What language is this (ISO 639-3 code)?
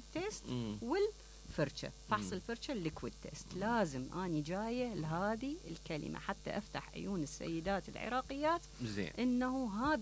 acm